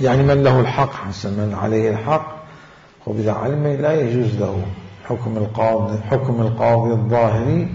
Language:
Mesopotamian Arabic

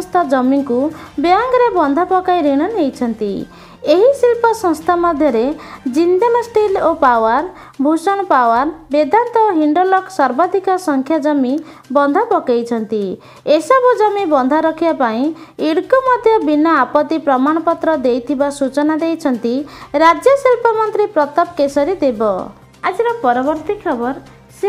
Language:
Odia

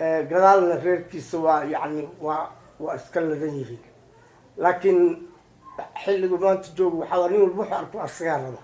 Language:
Somali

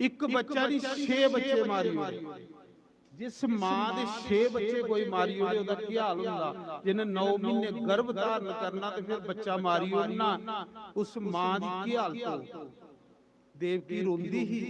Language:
Dogri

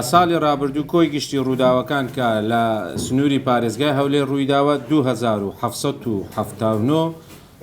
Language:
Central Kurdish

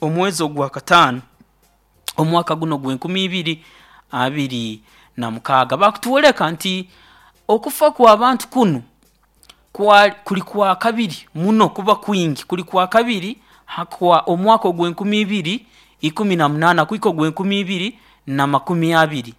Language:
Nyoro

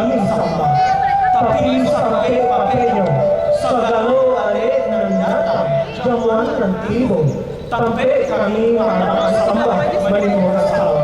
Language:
Minangkabau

